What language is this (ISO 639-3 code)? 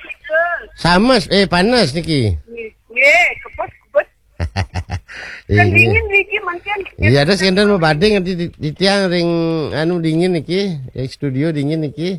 ban